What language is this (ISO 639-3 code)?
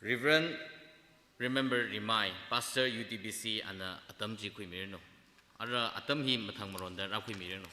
nmf